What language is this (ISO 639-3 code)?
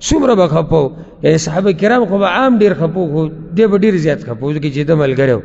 pus